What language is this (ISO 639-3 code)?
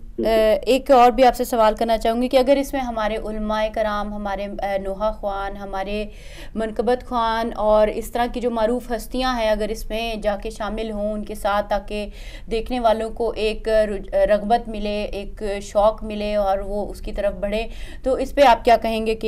urd